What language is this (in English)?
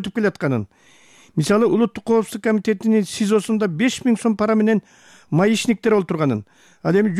Kyrgyz